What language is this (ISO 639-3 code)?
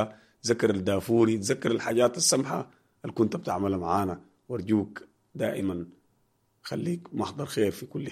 apd